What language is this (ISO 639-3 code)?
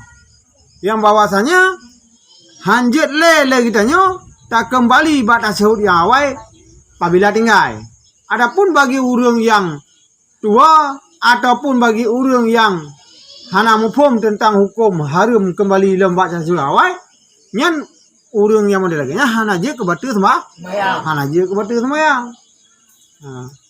ace